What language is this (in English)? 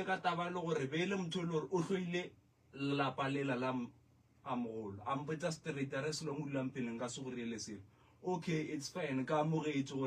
Northern Sotho